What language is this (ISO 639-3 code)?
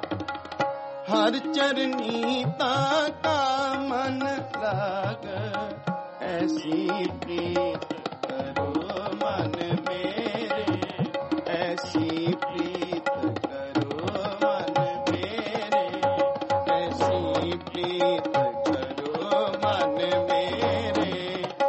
hin